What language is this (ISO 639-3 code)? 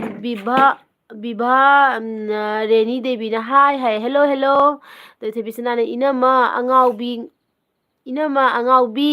mni